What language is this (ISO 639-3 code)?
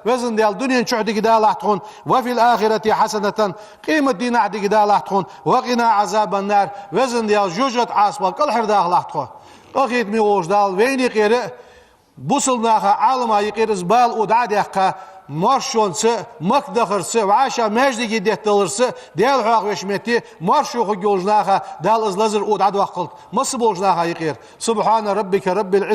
inh